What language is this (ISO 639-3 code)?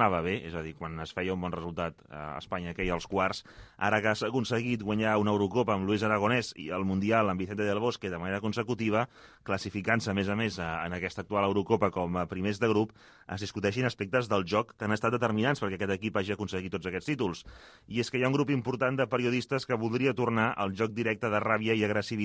cat